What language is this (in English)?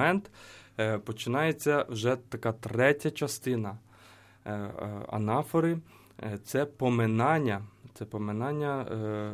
Ukrainian